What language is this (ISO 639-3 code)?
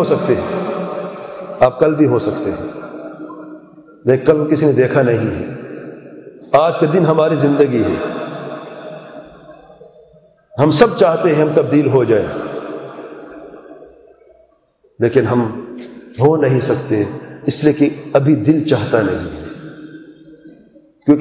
urd